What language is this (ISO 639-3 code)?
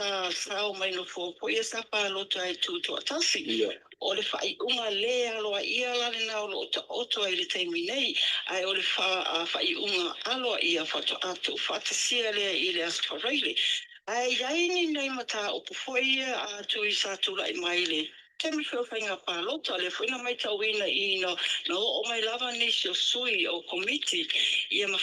smo